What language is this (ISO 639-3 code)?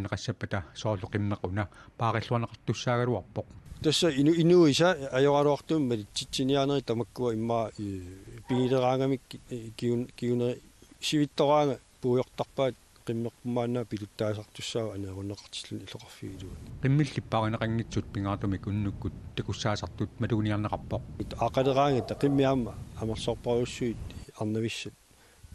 kal